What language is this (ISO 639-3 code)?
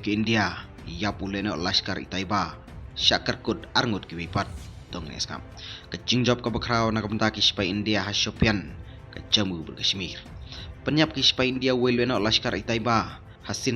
kha